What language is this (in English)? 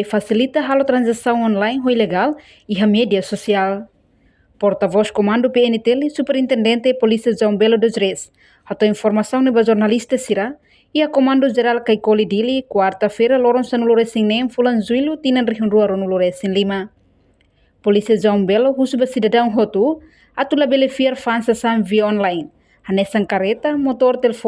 Tetum